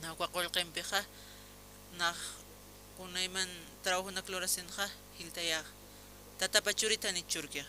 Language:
Aymara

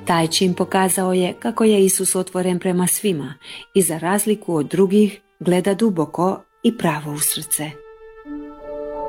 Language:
Croatian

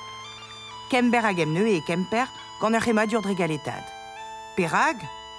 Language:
Breton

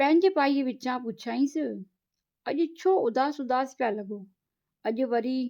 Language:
Sindhi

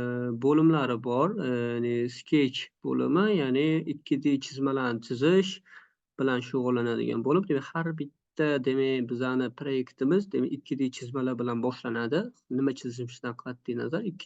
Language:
Uzbek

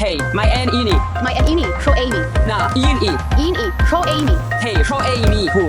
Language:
Welsh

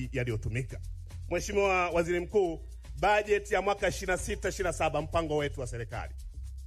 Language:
Swahili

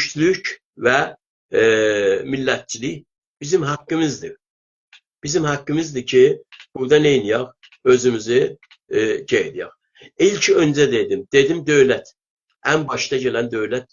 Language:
South Azerbaijani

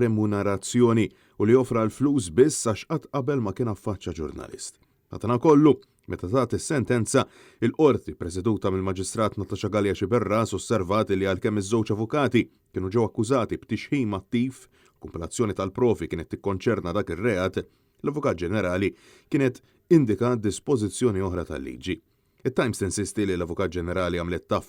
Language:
Maltese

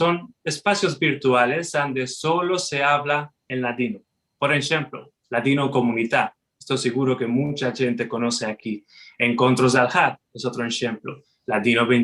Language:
Ladino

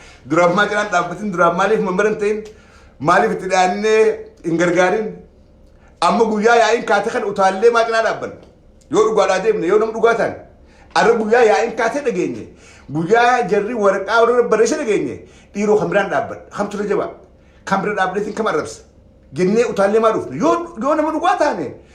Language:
Oromo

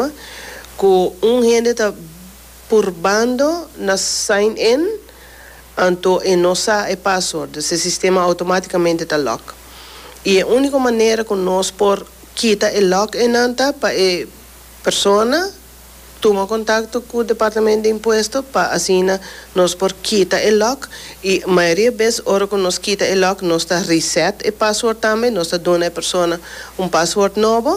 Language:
Papiamento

